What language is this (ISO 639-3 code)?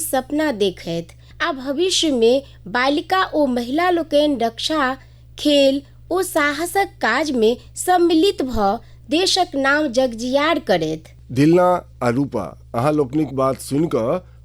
mai